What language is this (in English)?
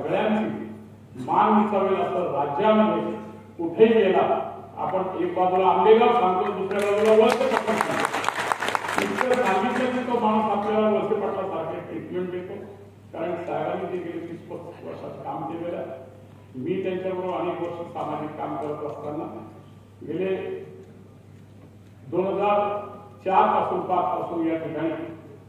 Marathi